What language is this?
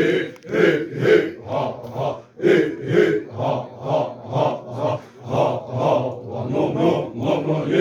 Xavánte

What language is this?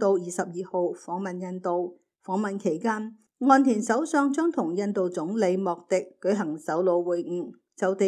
Cantonese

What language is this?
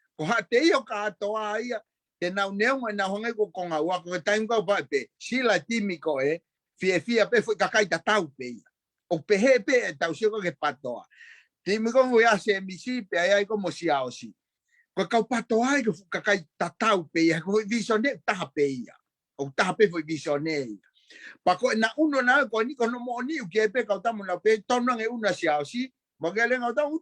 Tongan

